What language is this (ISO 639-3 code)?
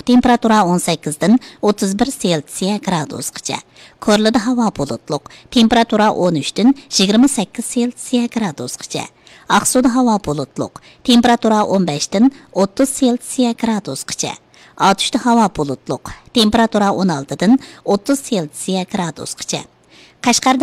uig